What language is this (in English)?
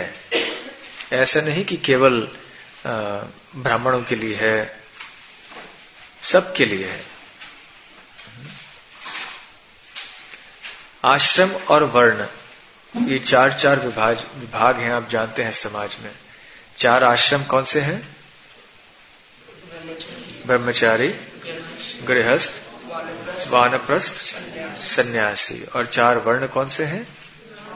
Hindi